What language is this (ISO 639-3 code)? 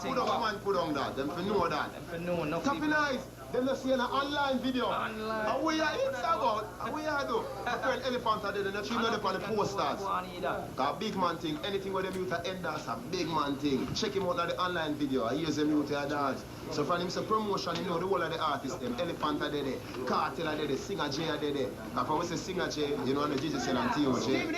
jam